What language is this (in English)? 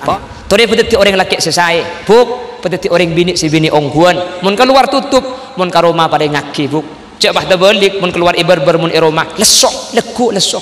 Madurese